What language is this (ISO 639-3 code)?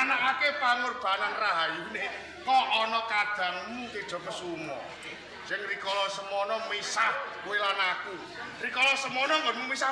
jav